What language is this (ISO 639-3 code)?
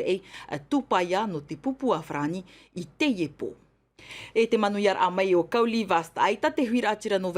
tah